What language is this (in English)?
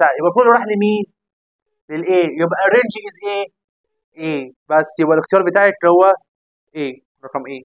Egyptian Arabic